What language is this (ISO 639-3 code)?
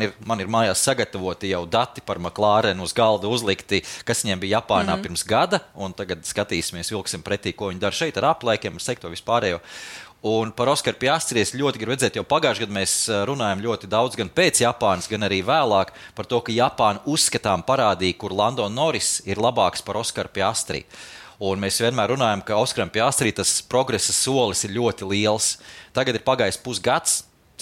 lav